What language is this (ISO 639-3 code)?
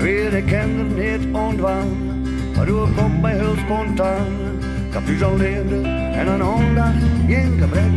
fry